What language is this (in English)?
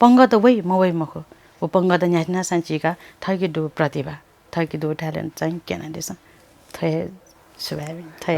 Newari